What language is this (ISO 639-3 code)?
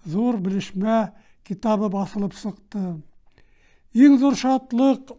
bak